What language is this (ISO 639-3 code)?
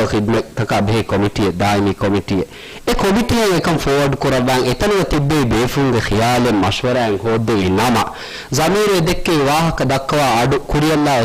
div